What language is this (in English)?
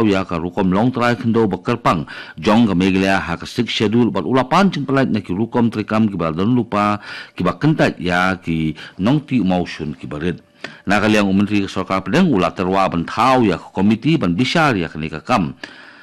Khasi